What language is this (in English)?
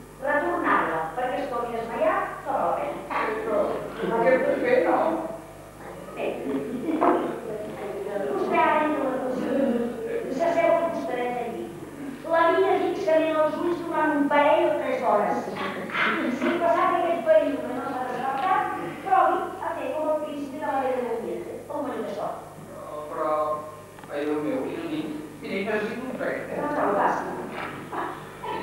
Catalan